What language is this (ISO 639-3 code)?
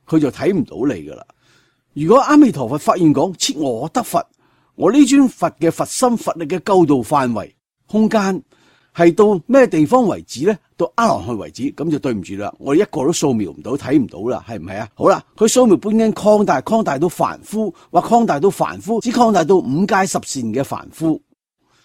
yue